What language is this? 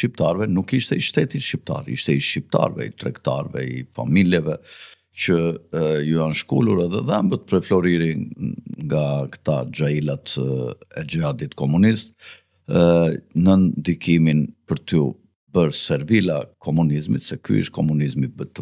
Albanian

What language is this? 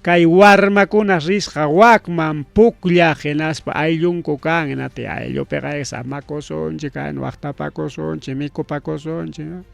Ayacucho Quechua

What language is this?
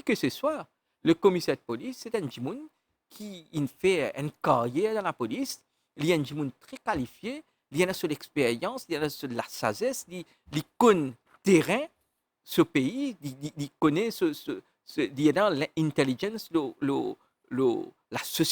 Morisyen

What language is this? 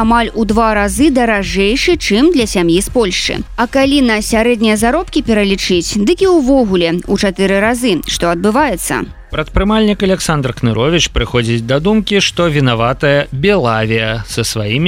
Belarusian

